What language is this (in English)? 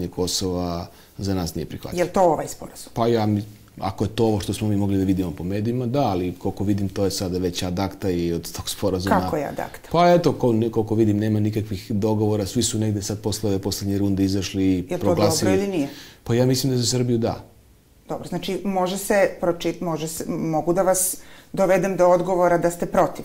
Serbian